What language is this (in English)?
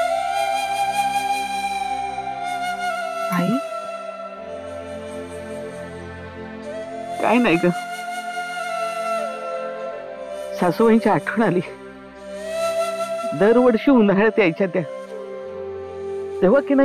Marathi